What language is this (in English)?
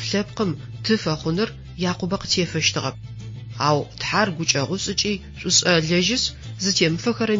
Adyghe